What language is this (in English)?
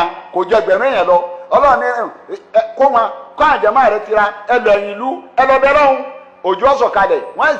Yoruba